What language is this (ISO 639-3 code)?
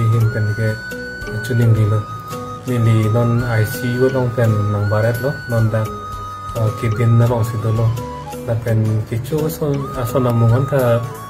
mjw